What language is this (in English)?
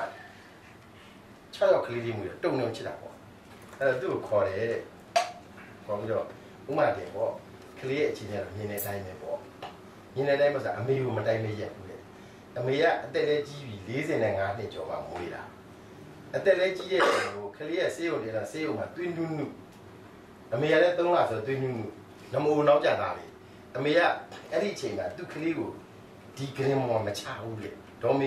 Burmese